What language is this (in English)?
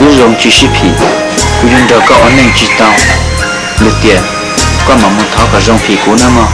Hmong